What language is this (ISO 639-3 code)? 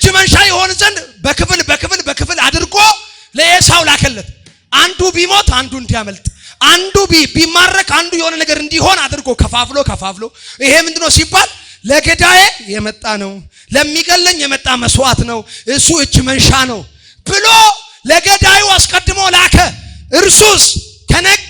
amh